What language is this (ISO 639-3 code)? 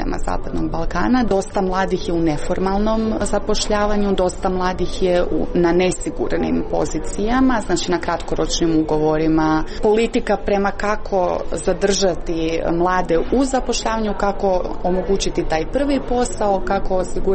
hrv